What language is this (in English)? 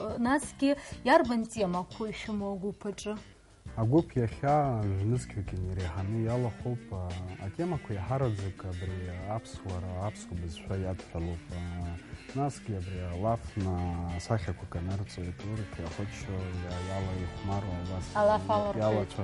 Abkhazian